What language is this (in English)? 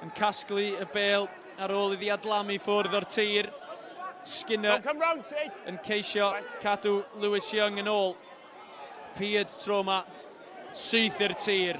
Welsh